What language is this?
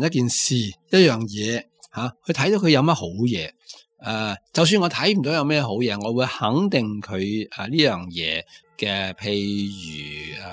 Cantonese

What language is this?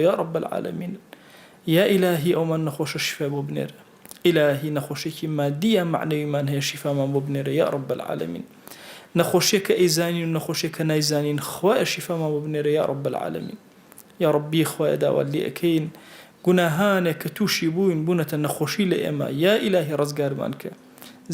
Central Kurdish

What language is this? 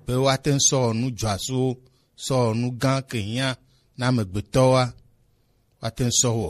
Gen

